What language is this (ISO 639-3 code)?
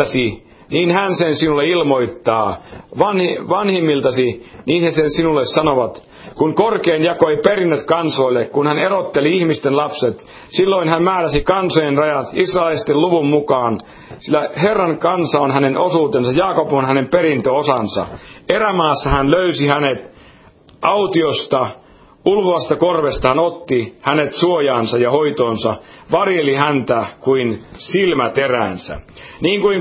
fin